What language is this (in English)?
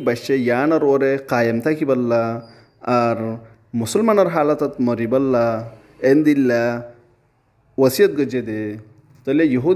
Rohingya